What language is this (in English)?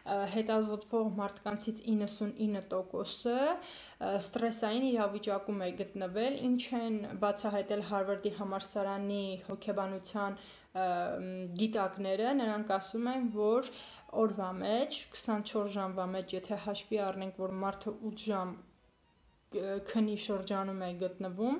Armenian